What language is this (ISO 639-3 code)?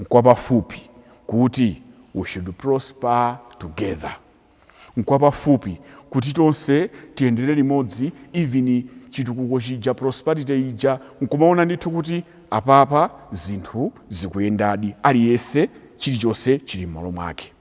nya